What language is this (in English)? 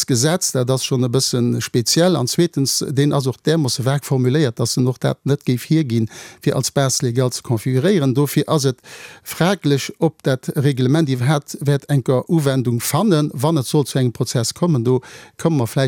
Luxembourgish